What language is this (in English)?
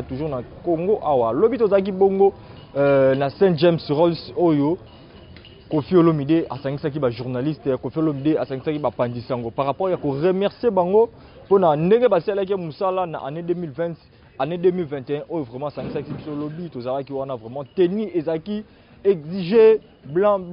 Lingala